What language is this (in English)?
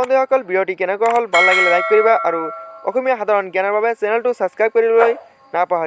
Assamese